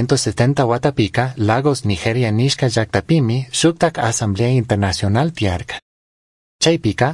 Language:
Chimborazo Highland Quichua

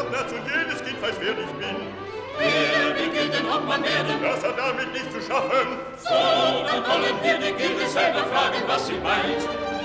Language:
German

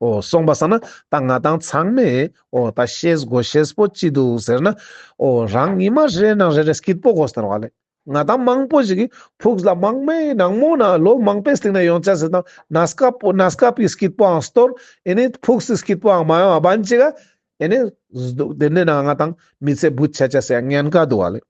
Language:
Ladakhi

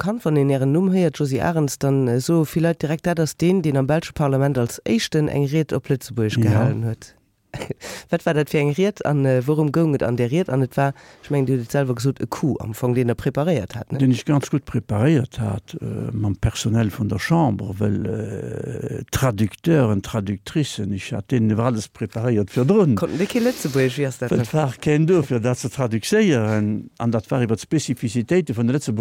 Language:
Luxembourgish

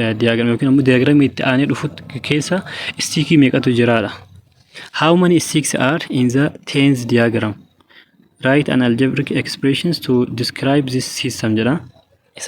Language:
Oromo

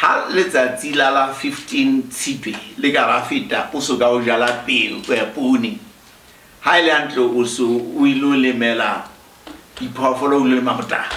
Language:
Southern Sotho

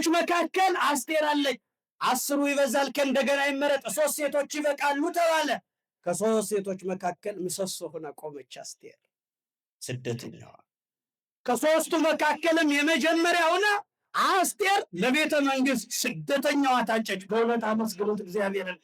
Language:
Amharic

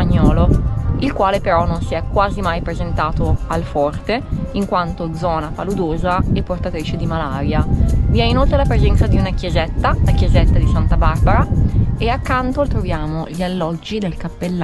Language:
Italian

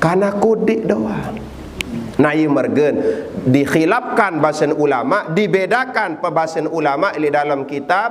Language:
Sasak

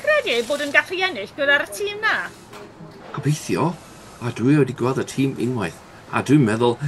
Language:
Welsh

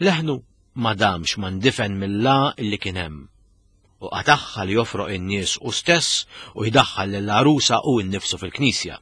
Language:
Maltese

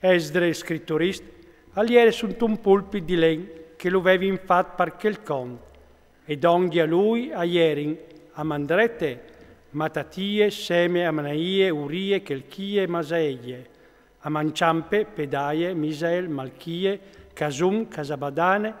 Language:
Friulian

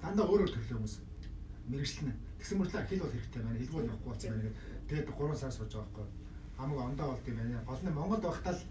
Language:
Mongolian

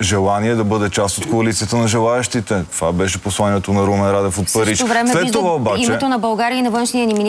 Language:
Bulgarian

